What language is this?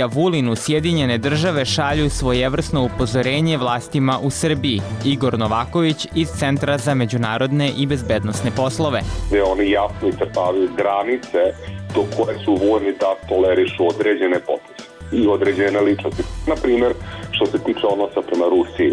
Serbian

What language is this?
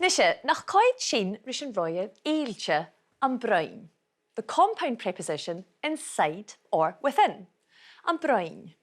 Scottish Gaelic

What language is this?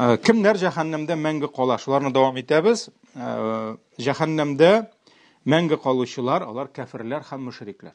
Tatar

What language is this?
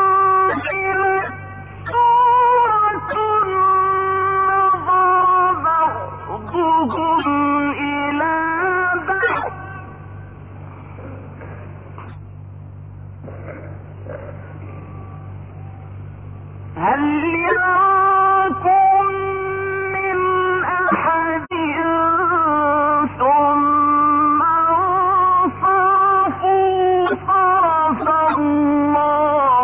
Arabic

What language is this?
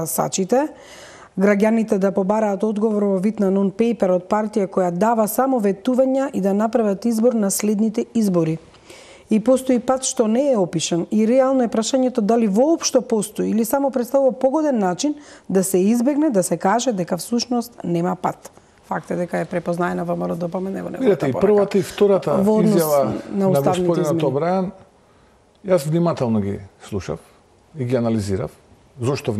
Macedonian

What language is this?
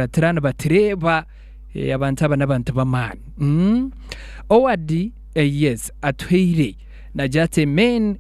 Nyankole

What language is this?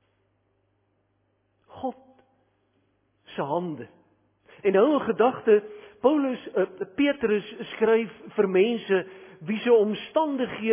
Afrikaans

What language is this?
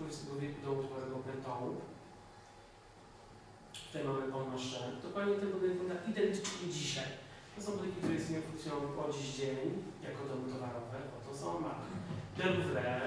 Polish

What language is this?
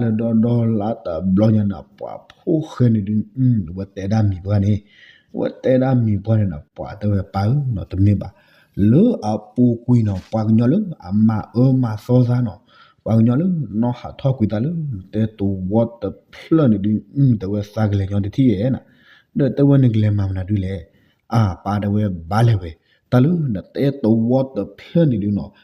S'gaw Karen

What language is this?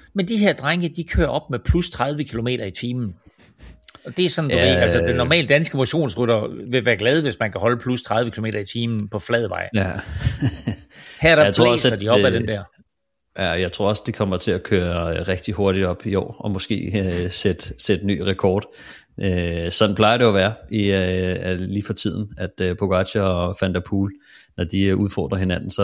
Danish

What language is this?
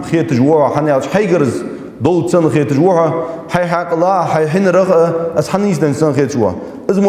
Ingush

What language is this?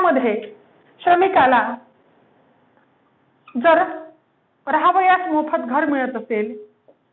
Marathi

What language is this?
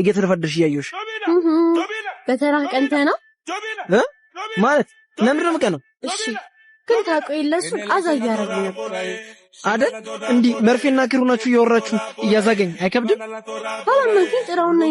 Amharic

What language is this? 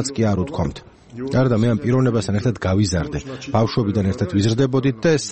Georgian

